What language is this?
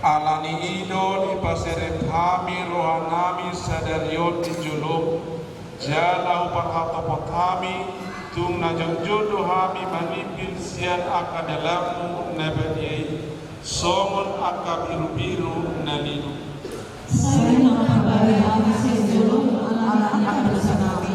Batak Toba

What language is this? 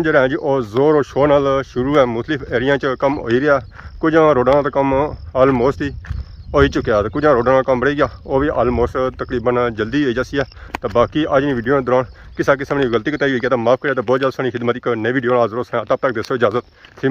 Pahari-Potwari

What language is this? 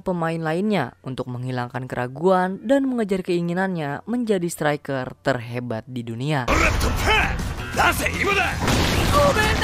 Indonesian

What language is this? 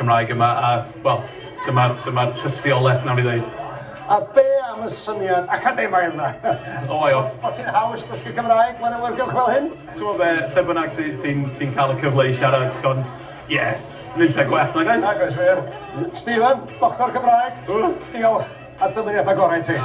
Welsh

